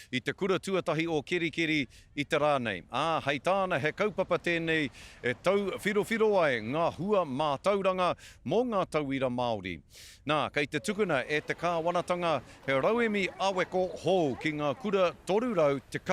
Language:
Māori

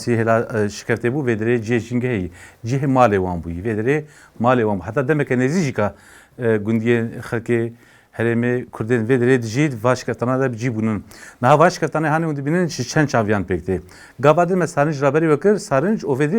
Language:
Kurdish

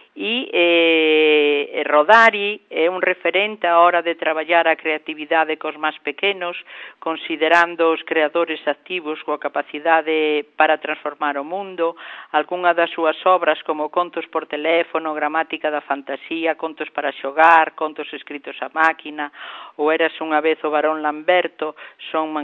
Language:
Galician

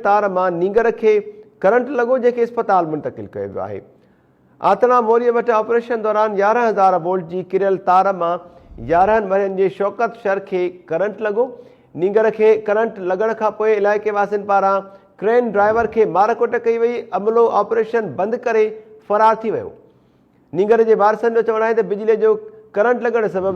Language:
Sindhi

